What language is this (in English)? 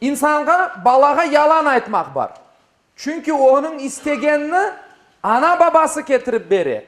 Crimean Tatar